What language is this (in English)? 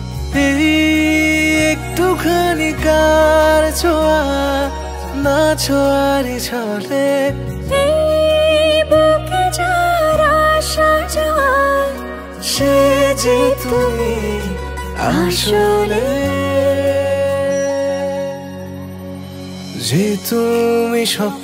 Bangla